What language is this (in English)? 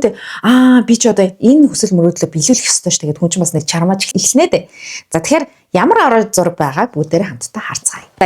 Mongolian